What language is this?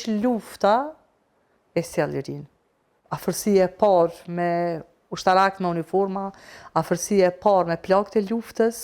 Albanian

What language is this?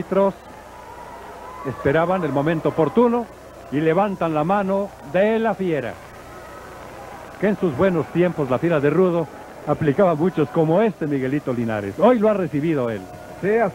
Spanish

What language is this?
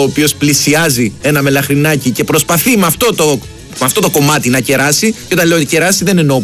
Greek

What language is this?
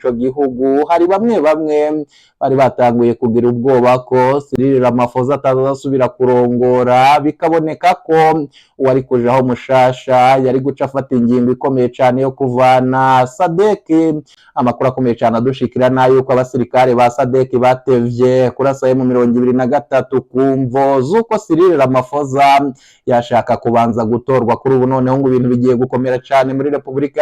Rundi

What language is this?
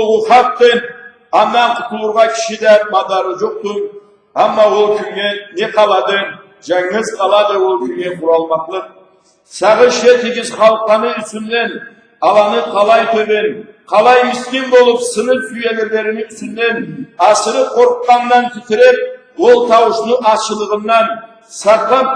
Karachay-Balkar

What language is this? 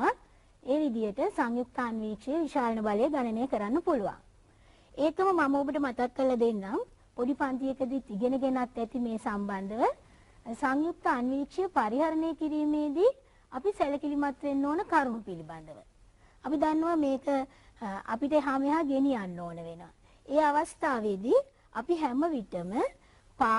Sinhala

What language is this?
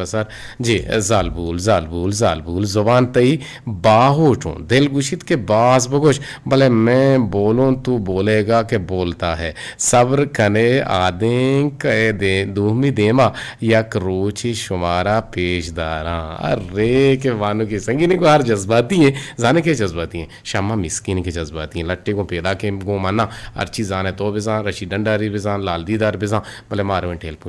Eastern Balochi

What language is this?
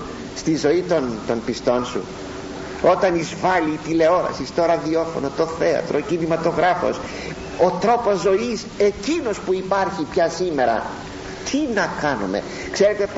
Greek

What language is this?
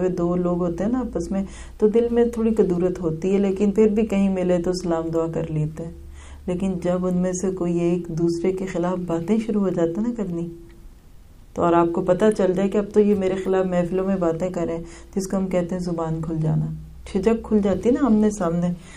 Urdu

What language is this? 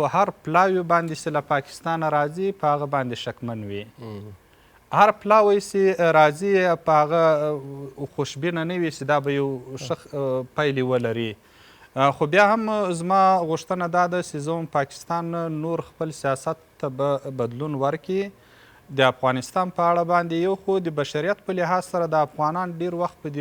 Pashto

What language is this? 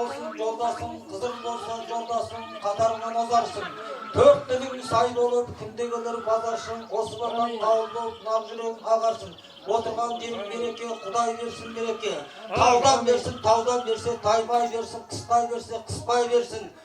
Kazakh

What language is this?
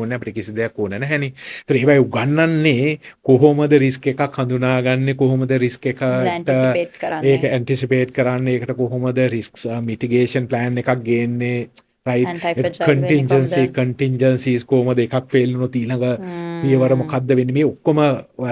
Sinhala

